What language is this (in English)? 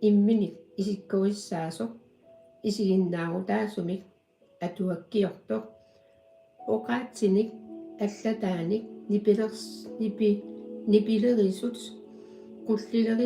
Kalaallisut